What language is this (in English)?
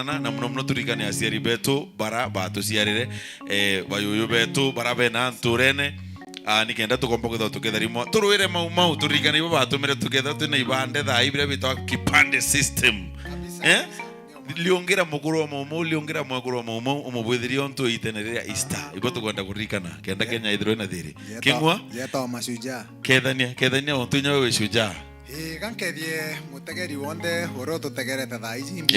Meru